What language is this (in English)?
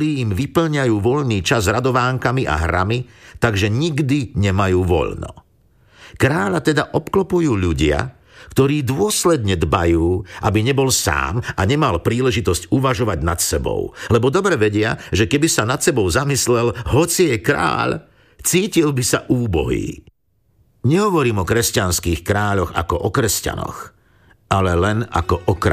Slovak